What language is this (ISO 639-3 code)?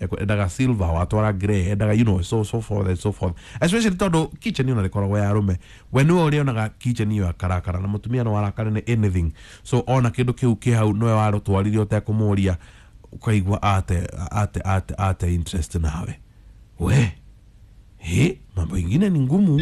kik